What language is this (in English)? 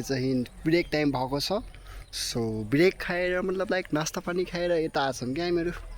Nepali